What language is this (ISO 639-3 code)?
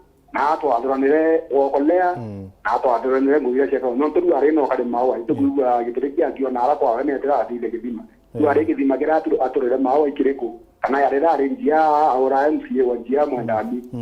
mer